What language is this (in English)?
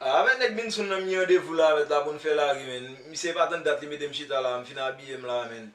Haitian Creole